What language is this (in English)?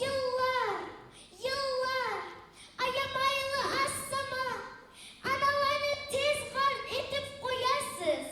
Kumyk